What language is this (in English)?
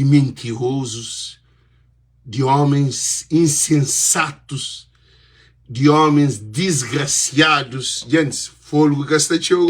Kabuverdianu